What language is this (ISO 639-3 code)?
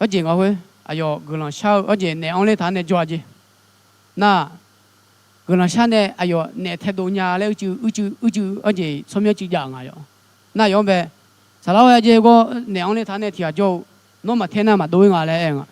ahk